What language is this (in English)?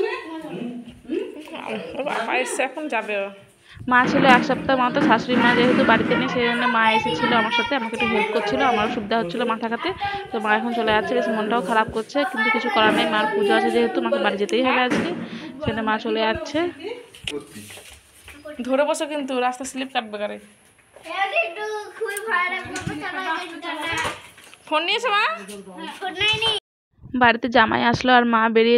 Bangla